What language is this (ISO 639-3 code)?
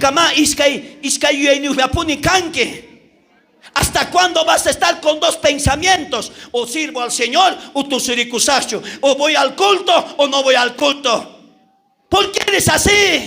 quh